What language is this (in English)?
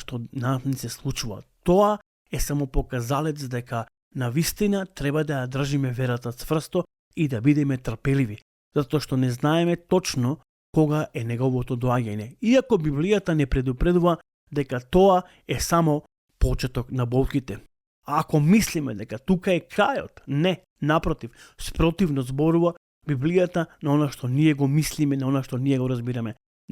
Macedonian